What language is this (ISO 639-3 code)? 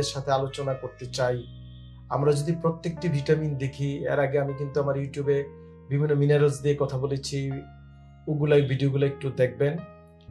ben